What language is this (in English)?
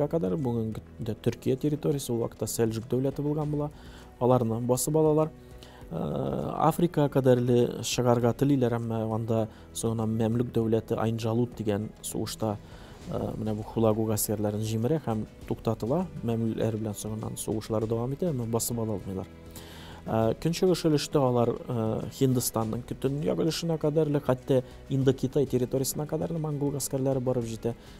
Tatar